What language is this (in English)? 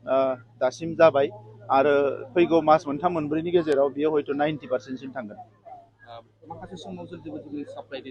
Bodo